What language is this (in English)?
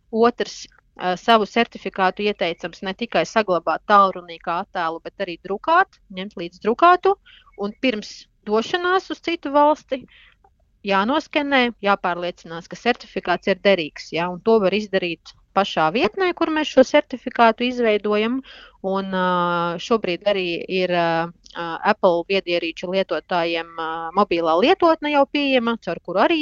Latvian